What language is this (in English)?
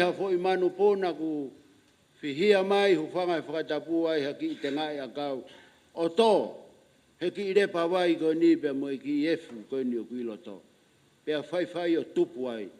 Tongan